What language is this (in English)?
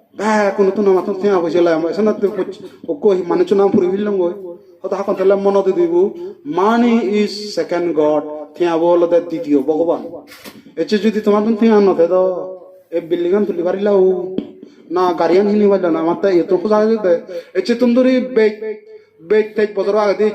Chakma